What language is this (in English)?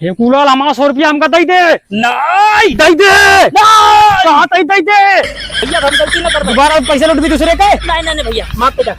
Awadhi